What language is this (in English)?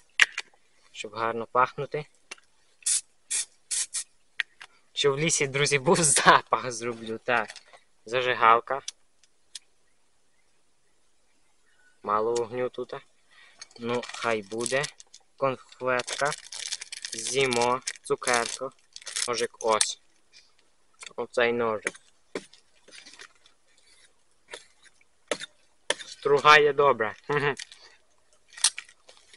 Ukrainian